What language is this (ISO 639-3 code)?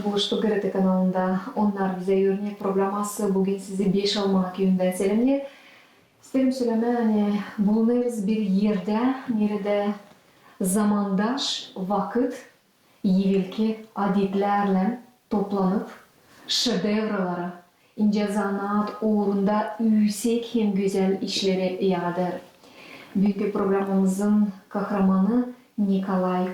gag